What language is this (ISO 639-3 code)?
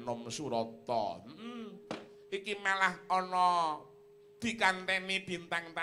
jav